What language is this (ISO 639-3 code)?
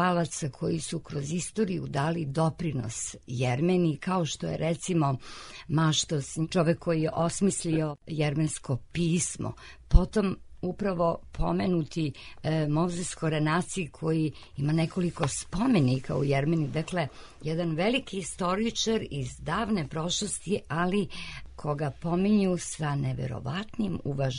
srp